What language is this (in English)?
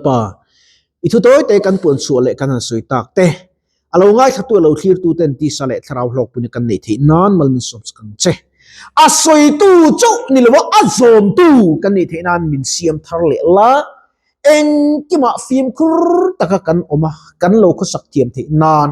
Mizo